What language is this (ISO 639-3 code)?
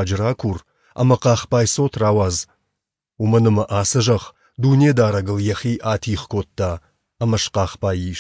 oss